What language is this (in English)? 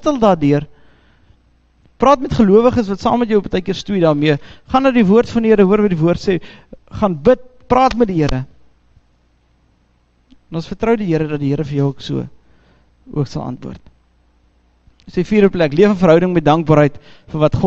Afrikaans